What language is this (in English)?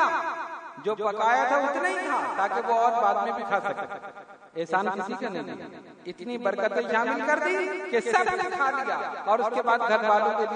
Urdu